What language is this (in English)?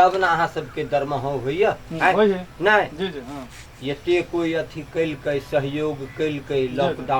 Maithili